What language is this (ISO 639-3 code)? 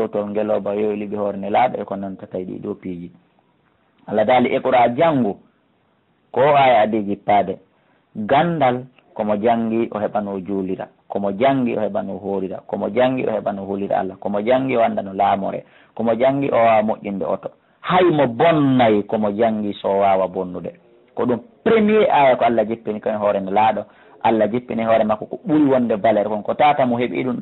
ful